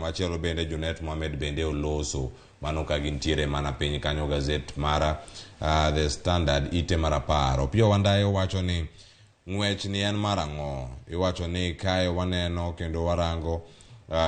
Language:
Luo (Kenya and Tanzania)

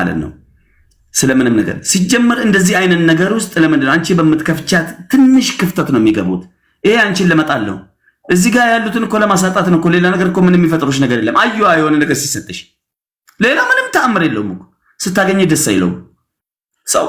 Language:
Amharic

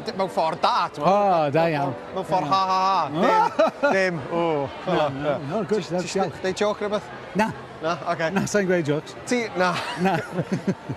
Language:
Welsh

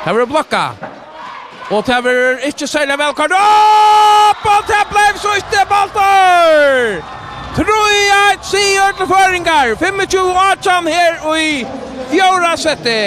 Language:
Faroese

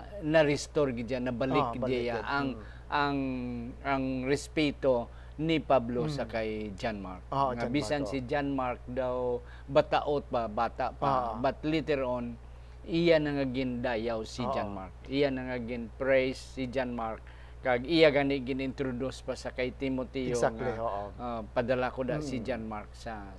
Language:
Hiligaynon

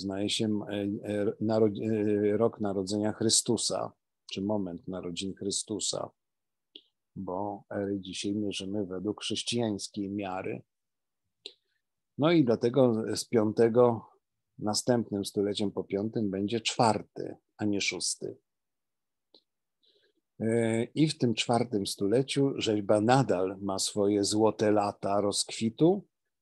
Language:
Polish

